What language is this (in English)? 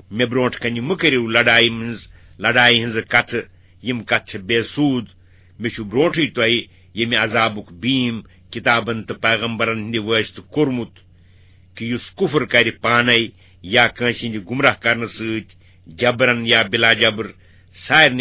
Kashmiri